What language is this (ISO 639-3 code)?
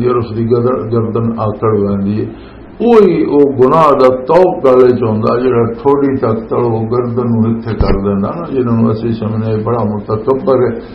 lah